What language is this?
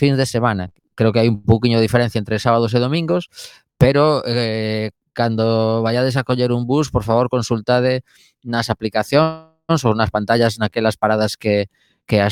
Galician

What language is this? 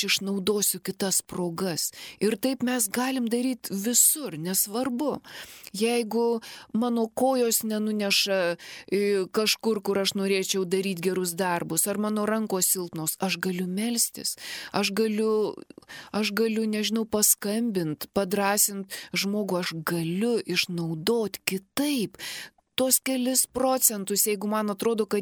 Lithuanian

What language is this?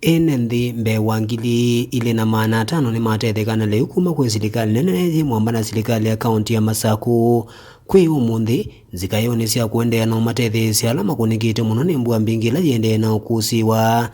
Kamba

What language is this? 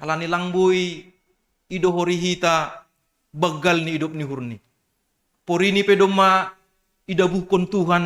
Batak Simalungun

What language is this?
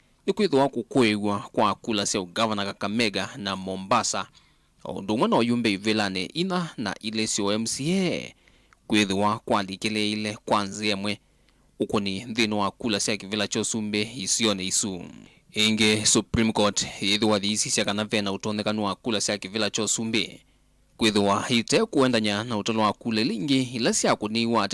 Kamba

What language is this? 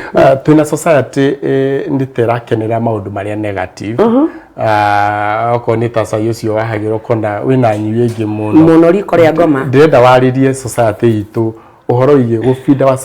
Kikuyu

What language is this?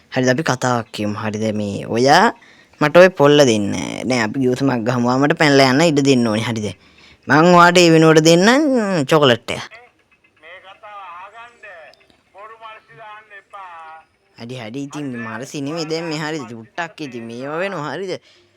Sinhala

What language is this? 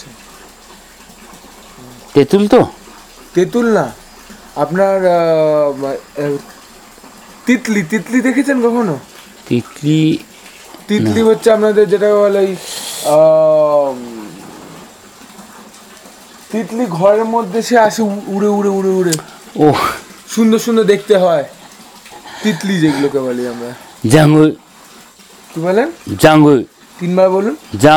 Bangla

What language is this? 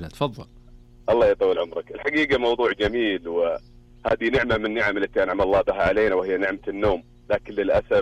Najdi Arabic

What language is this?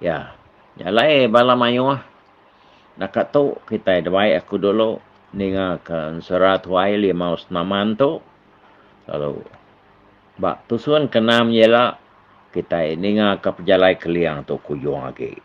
Iban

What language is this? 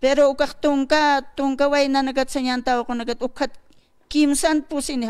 Aymara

